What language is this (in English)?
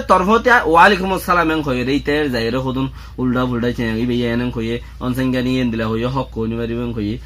Rohingya